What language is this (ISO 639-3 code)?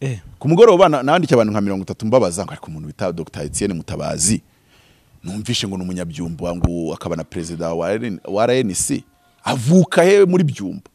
kin